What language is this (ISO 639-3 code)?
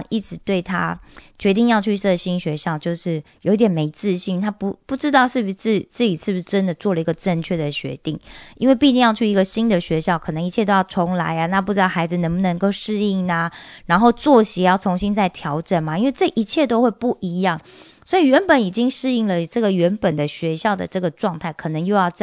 zho